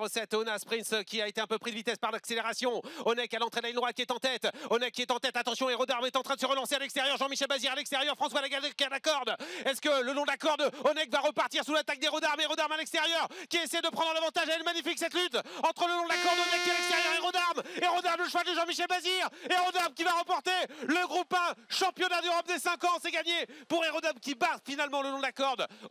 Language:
French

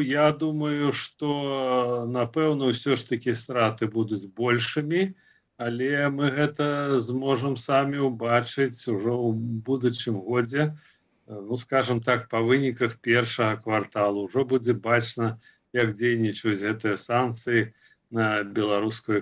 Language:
Belarusian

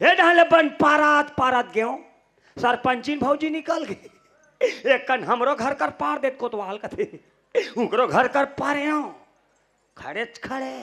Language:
Chhattisgarhi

